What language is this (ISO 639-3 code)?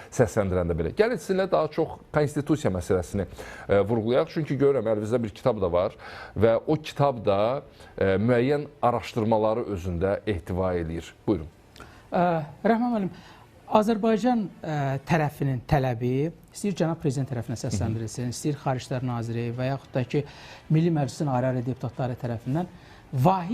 aze